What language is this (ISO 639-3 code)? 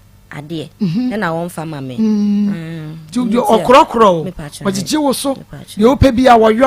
aka